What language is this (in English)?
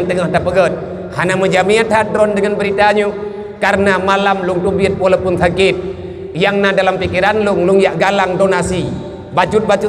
Achinese